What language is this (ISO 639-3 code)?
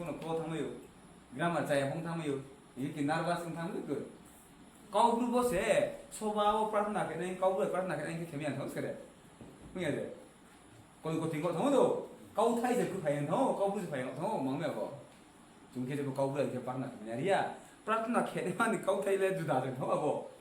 ria